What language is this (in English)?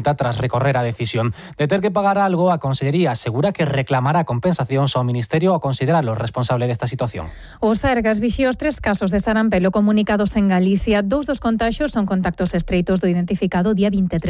Galician